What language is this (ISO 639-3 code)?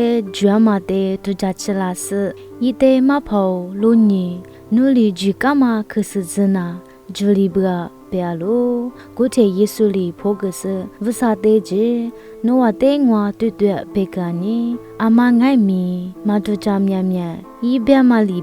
lis